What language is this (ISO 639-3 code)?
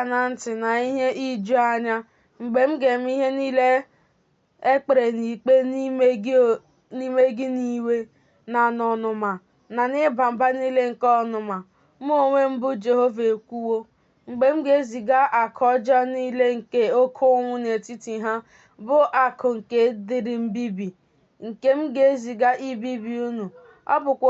ibo